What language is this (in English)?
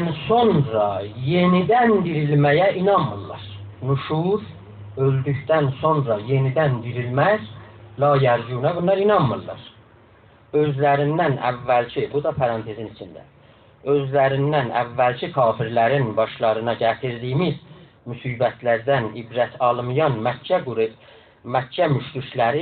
South Azerbaijani